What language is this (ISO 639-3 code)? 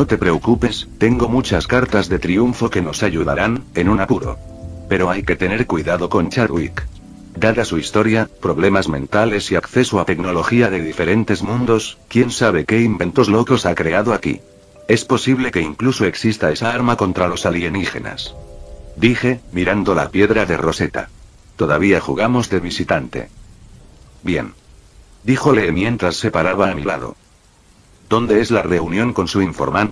spa